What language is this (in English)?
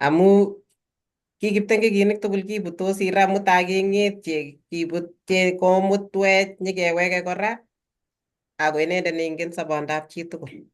Kalenjin